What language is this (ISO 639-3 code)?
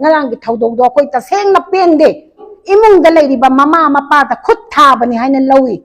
mni